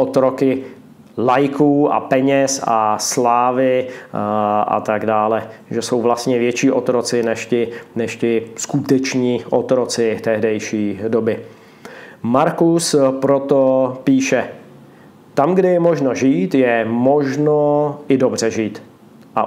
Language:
Czech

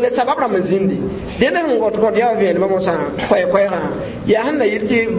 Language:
Mossi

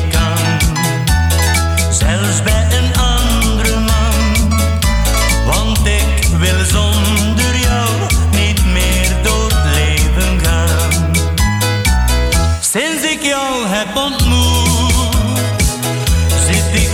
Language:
Dutch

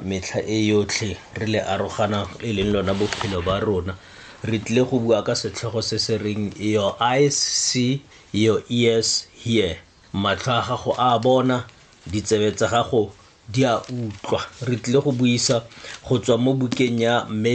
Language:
Tswana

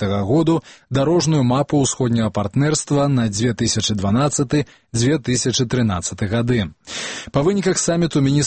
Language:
Belarusian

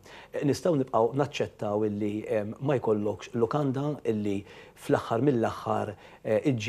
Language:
Maltese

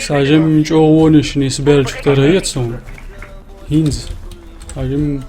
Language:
Chechen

